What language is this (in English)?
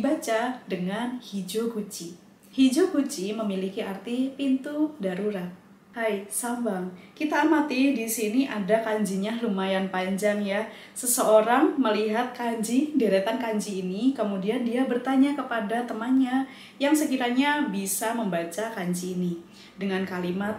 Indonesian